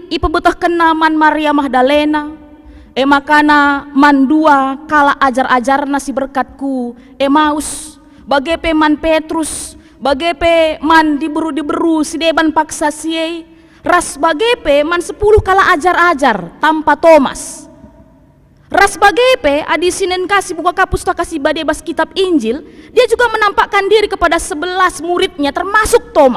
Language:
Batak Karo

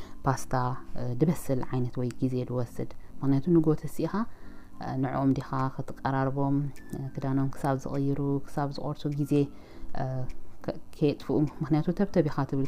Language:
Tigrinya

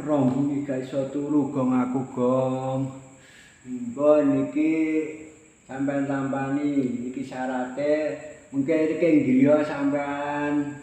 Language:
Javanese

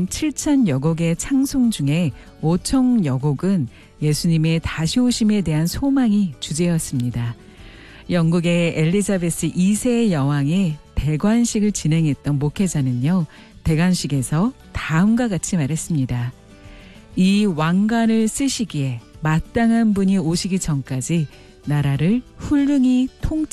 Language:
Korean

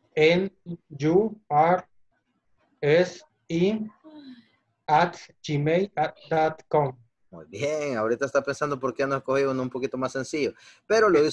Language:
Spanish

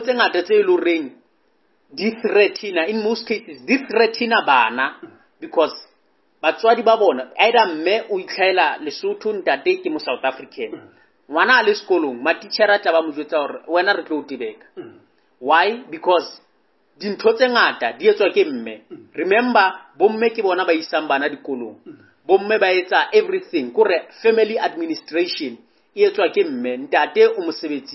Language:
Southern Sotho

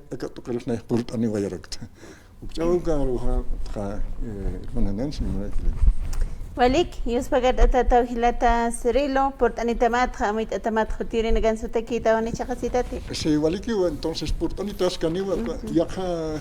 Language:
Aymara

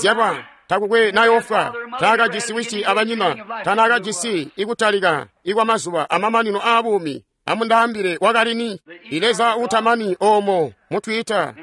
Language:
Tonga (Zambia)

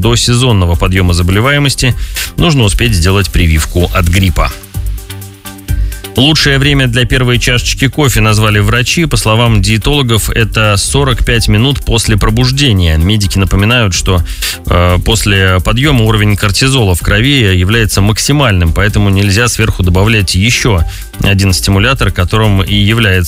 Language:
Russian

